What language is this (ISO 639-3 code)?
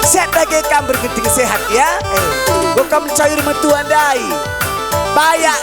btx